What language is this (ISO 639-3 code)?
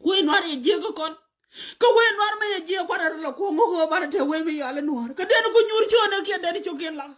nus